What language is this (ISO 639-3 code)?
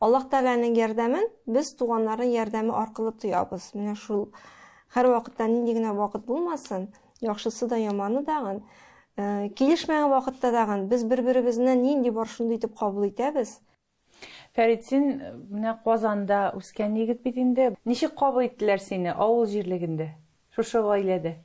tat